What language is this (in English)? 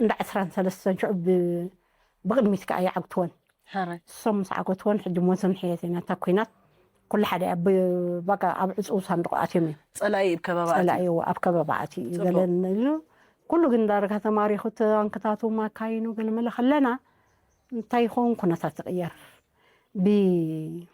Tigrinya